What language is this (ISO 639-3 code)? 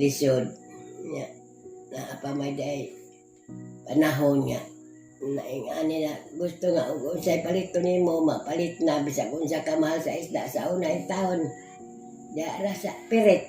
ceb